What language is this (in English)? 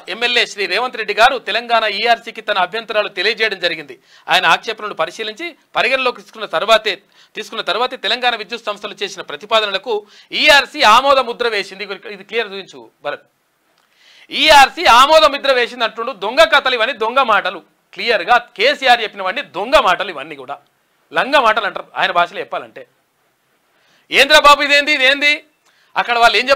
Telugu